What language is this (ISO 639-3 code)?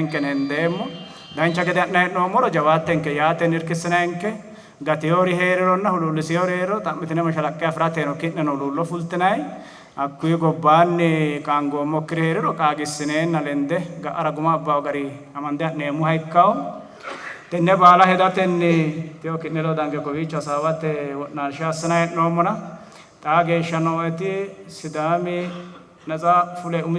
sid